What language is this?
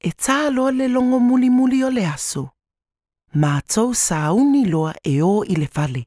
Samoan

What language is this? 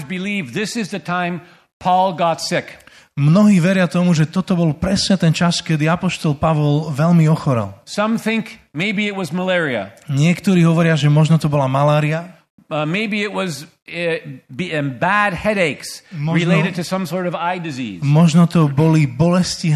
Slovak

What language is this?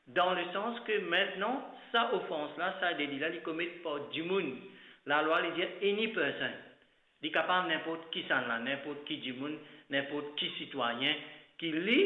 Morisyen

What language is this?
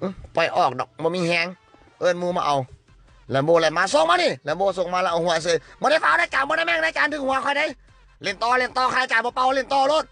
Northeastern Thai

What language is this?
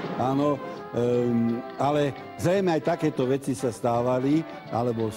Slovak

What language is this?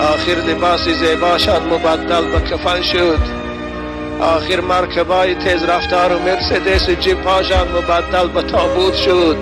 Tajik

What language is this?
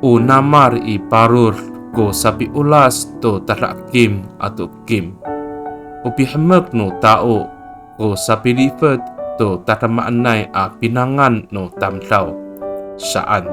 Amis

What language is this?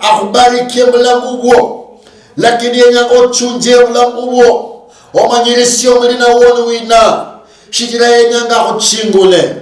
Luyia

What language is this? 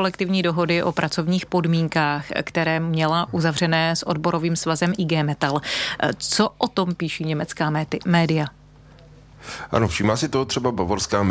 Czech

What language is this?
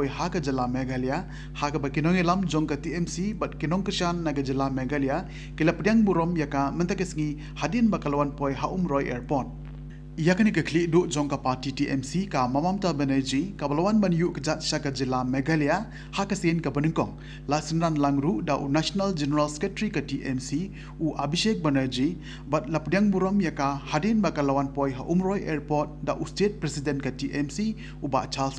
Khasi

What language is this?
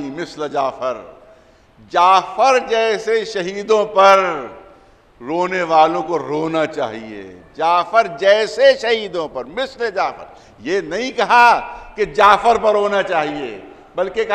Urdu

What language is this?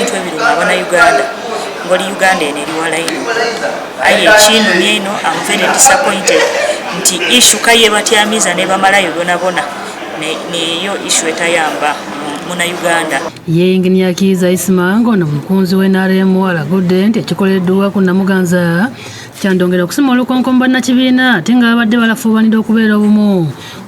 Ganda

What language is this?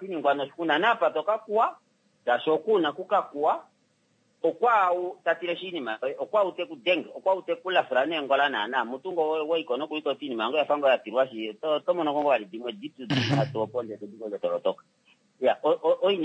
Kuanyama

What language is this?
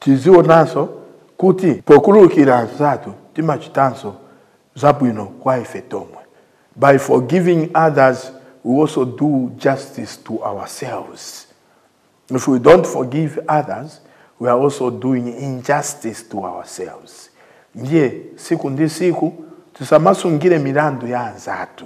Nyanja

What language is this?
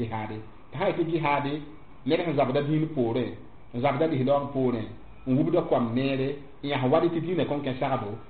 Mossi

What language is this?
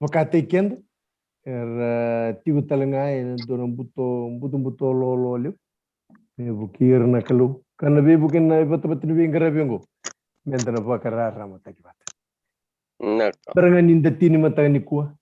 Fijian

